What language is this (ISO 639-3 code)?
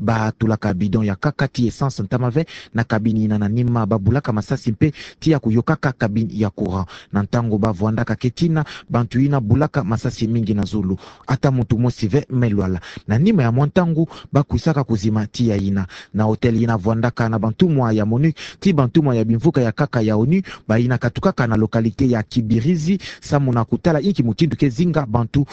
ktu